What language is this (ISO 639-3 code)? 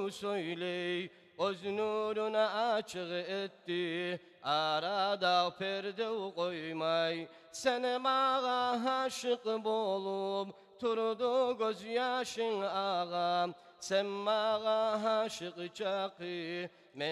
kum